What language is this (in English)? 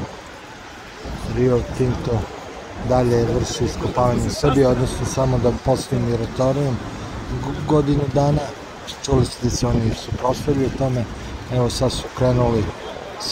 Serbian